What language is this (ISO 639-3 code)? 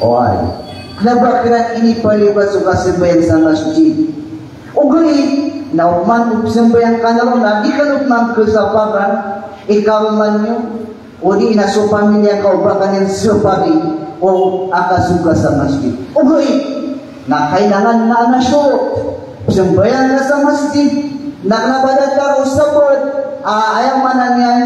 mrw